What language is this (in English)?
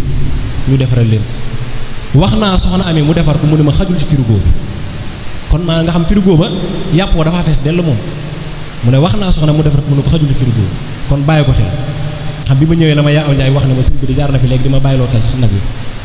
Wolof